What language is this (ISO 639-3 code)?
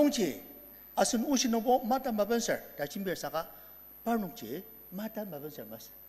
njo